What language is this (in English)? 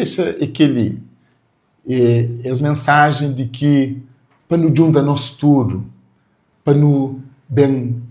Kabuverdianu